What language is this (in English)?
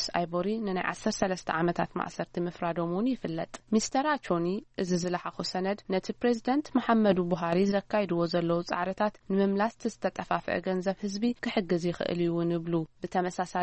Tigrinya